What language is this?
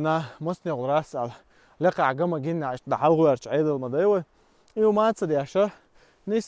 Chechen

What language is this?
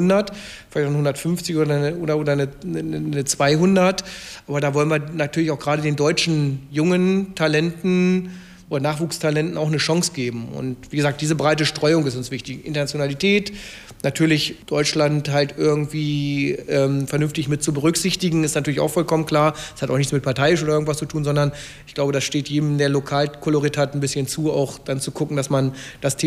German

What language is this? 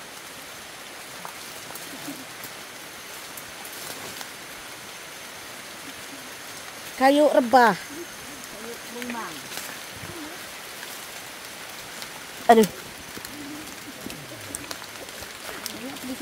Malay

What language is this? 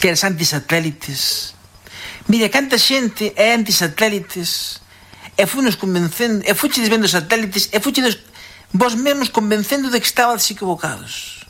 Galician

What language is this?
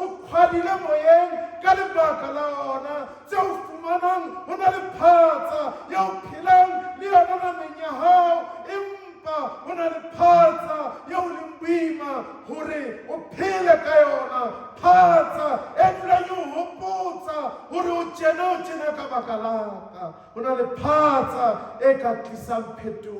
Southern Sotho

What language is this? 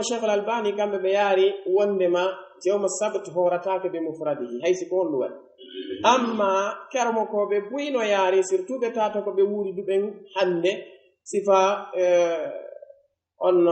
Pular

